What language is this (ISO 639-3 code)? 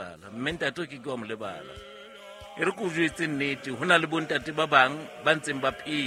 sot